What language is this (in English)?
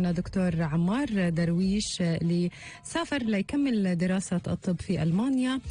North Levantine Arabic